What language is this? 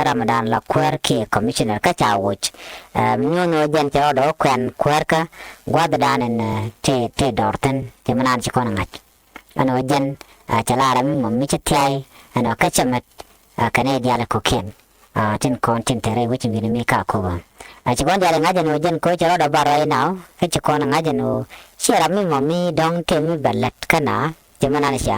Nuer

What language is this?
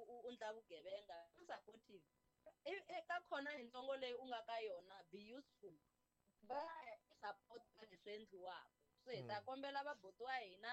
Tsonga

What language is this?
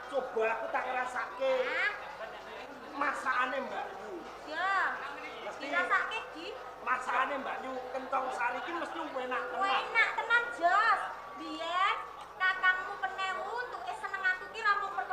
Javanese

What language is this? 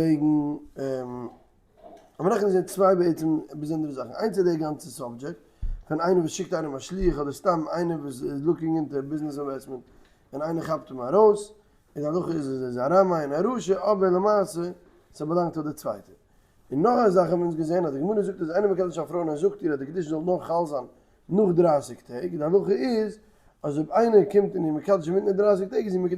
Yiddish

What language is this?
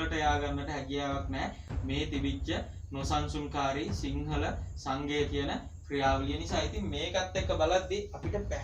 Sinhala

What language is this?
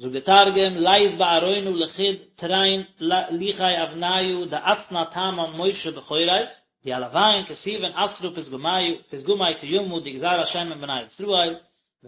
Yiddish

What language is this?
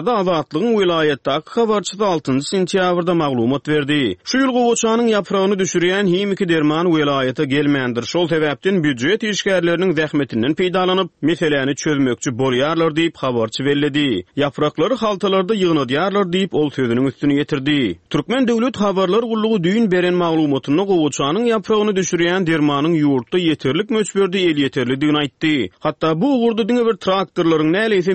Turkmen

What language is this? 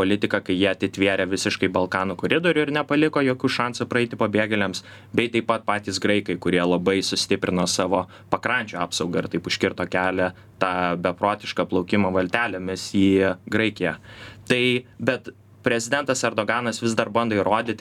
Lithuanian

